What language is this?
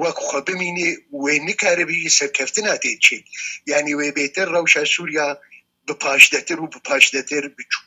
Kurdish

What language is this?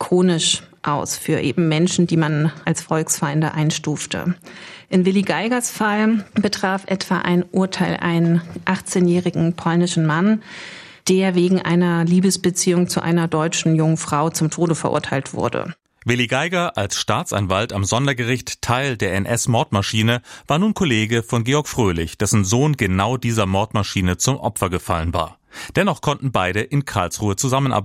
German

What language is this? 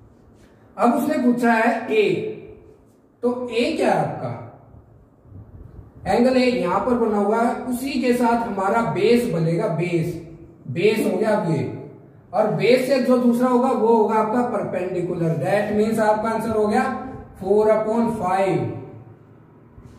Hindi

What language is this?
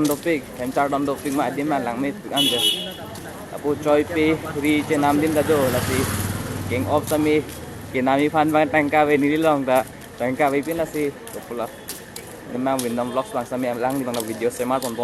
Karbi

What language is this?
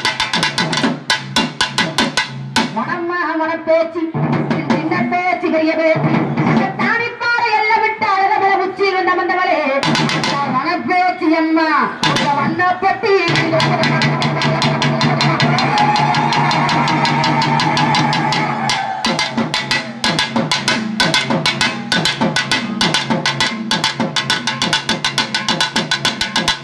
Tamil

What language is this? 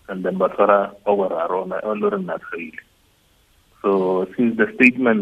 Tswana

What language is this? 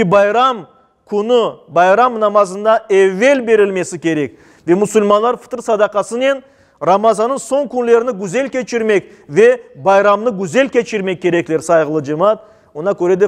Crimean Tatar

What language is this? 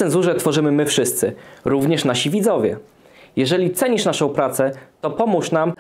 Polish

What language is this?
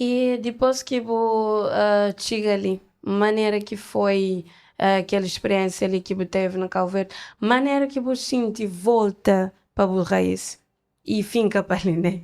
Kabuverdianu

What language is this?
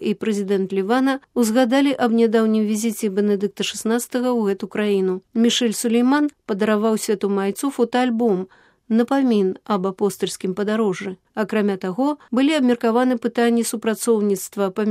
Belarusian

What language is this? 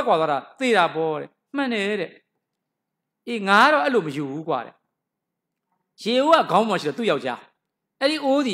Burmese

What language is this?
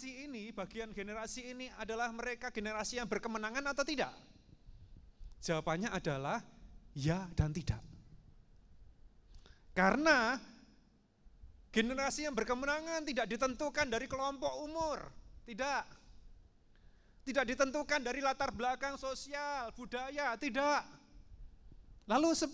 Indonesian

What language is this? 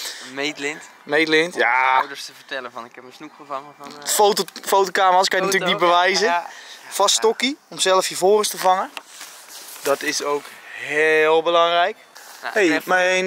Dutch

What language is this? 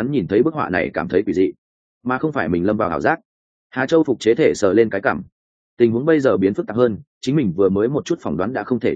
Vietnamese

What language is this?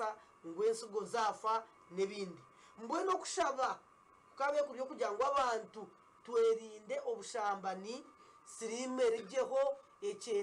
Nyankole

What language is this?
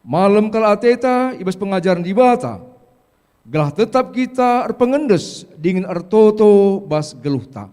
Batak Karo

